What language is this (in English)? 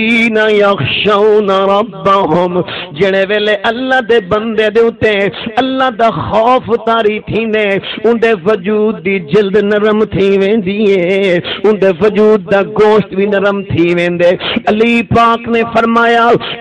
Saraiki